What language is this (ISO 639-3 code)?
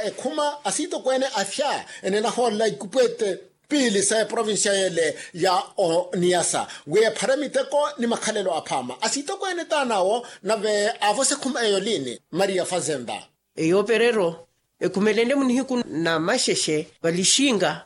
vmw